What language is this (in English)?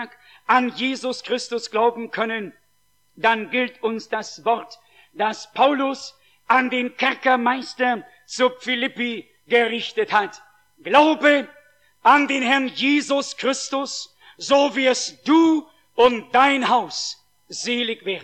German